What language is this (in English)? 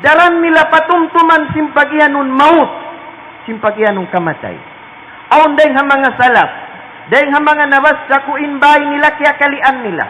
Tausug